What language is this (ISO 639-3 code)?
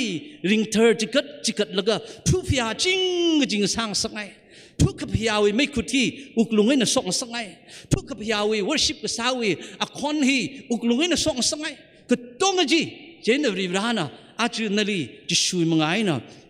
nmf